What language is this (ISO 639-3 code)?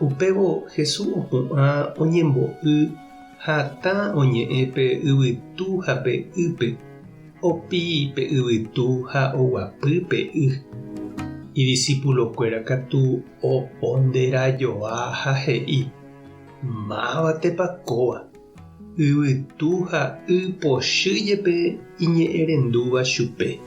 grn